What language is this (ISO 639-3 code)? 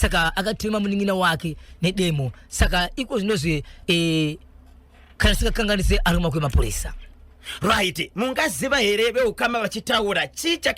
sna